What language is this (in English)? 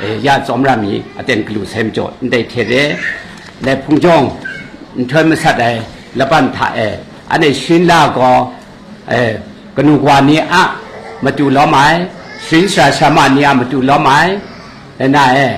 Kachin